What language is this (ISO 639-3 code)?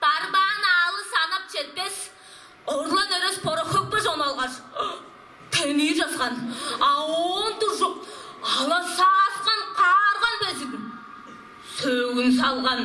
tyv